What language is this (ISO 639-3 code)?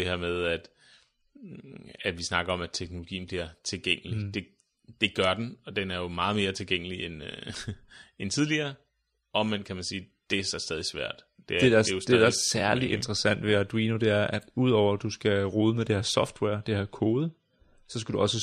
dan